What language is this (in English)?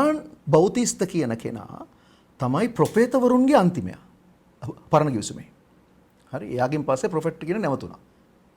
Sinhala